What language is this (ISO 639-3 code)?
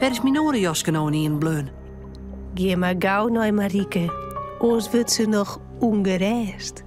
fry